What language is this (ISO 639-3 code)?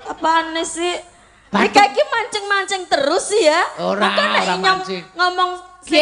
jav